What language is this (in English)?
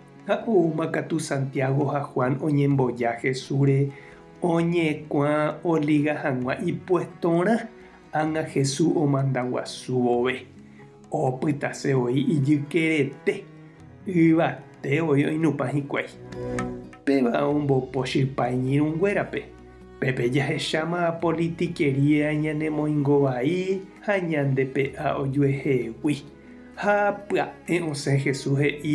Guarani